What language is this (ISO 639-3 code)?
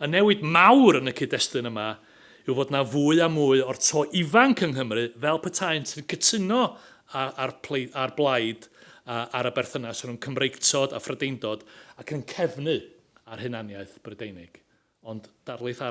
cym